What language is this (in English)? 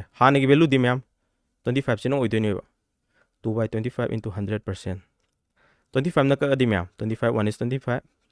Manipuri